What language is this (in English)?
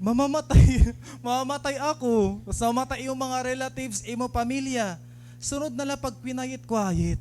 Waray